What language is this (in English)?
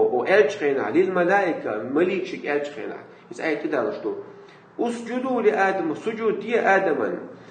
Chechen